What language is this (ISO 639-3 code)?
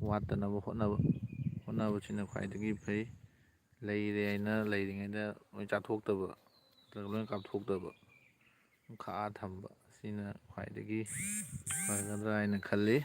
mni